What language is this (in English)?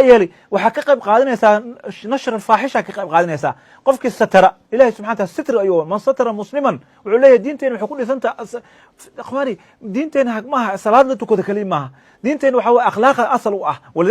Somali